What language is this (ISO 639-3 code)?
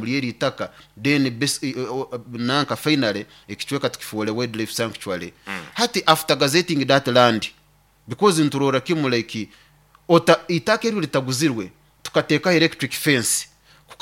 nyo